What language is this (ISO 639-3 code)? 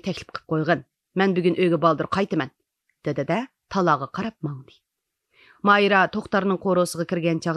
uig